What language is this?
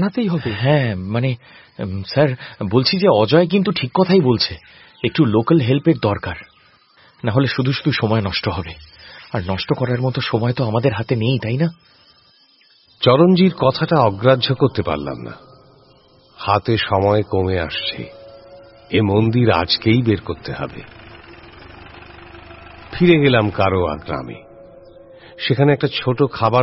Bangla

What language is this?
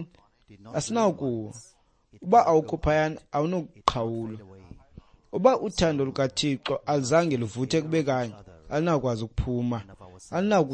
Xhosa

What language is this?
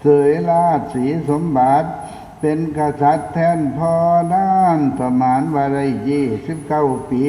Northeastern Thai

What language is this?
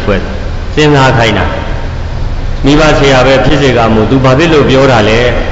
Burmese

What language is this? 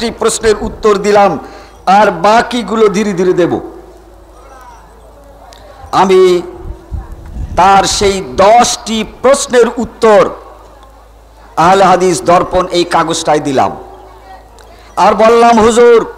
Bangla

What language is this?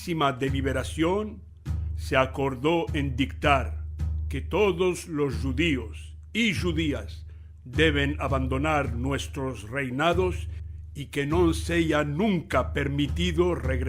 Ladino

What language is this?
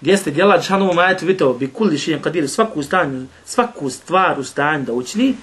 Bosnian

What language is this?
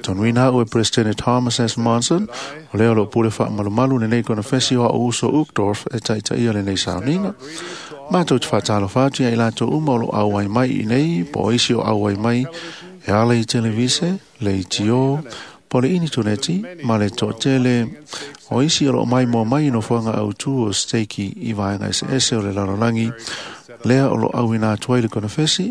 Samoan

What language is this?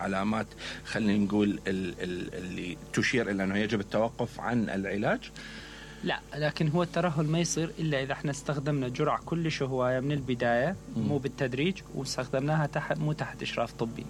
Mesopotamian Arabic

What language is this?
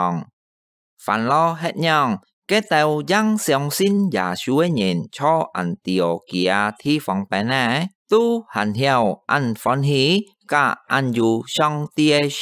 Hakka Chinese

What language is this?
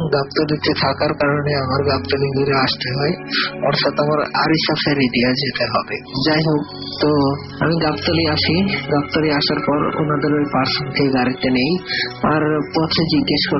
Bangla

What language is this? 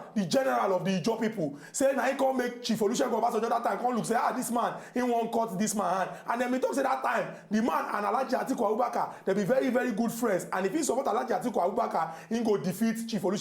Nigerian Pidgin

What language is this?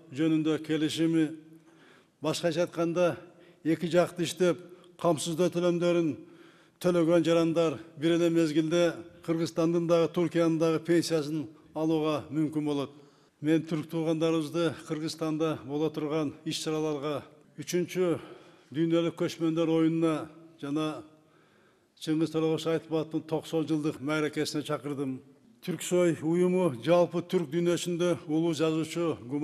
Kyrgyz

